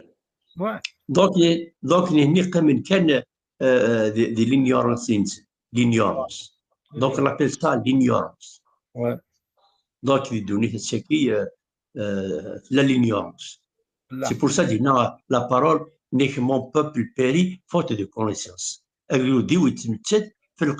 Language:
Kabyle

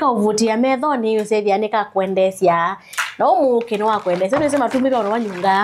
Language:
Kamba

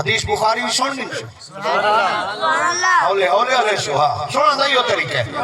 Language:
Saraiki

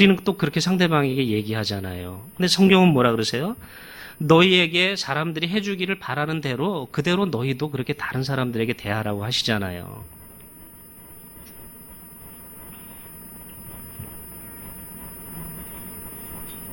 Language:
Korean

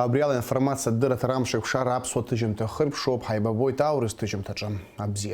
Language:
Abkhazian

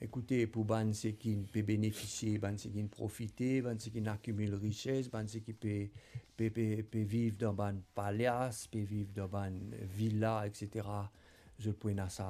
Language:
Morisyen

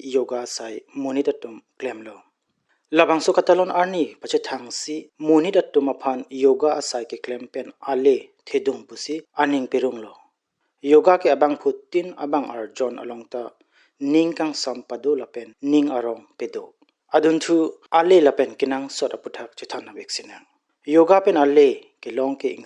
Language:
Karbi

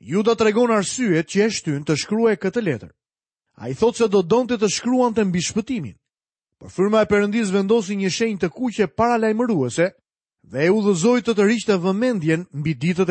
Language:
Albanian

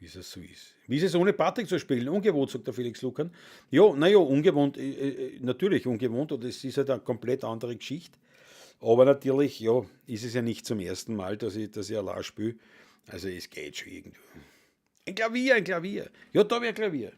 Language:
Bavarian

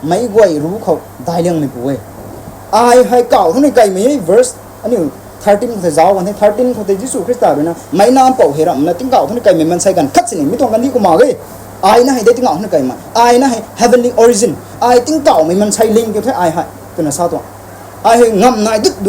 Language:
Rongmei Naga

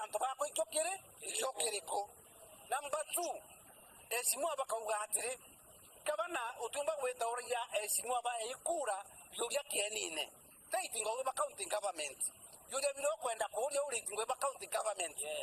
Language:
Meru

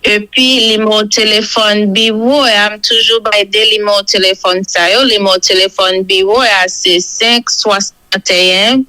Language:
Haitian Creole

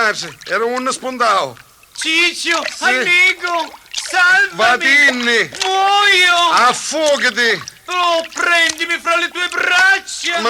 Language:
Sicilian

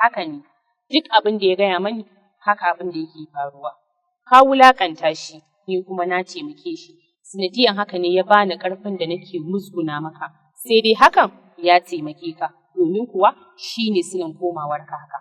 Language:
Hausa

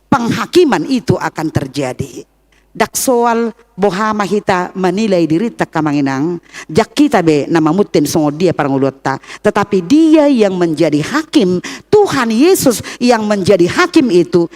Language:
Batak Toba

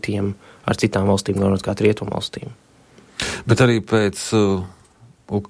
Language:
Latvian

